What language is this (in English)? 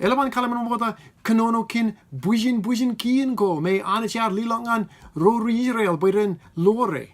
Marshallese